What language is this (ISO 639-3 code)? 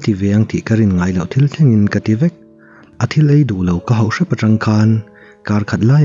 lus